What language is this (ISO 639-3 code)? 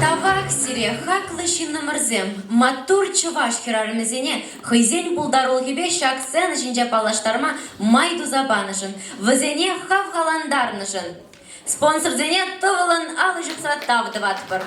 chv